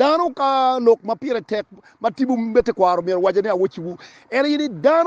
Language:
Acoli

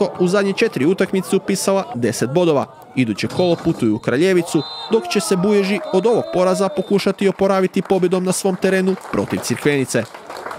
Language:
Croatian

